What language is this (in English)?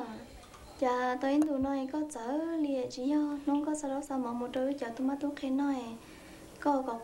Hmong